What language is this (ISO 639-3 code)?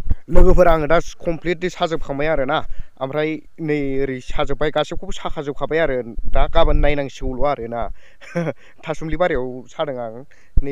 brx